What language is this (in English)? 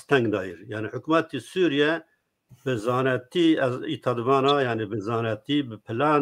Zaza